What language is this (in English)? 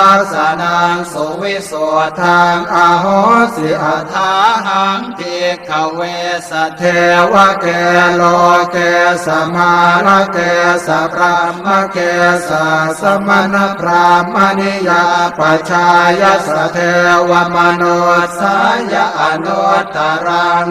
Pali